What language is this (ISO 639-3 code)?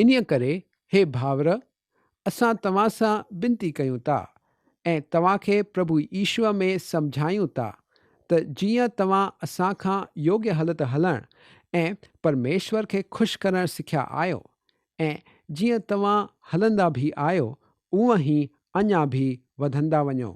snd